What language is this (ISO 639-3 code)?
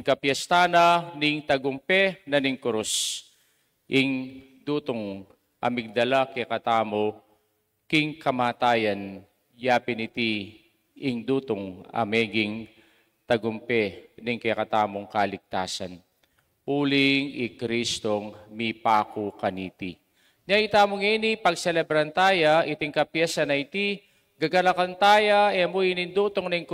pam